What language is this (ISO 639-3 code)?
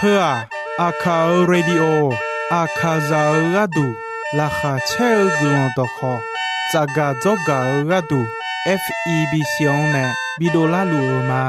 ahk